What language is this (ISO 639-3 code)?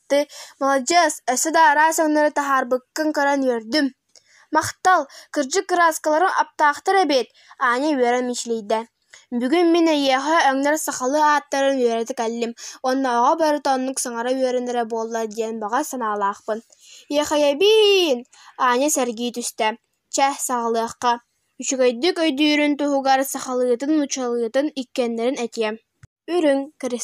sah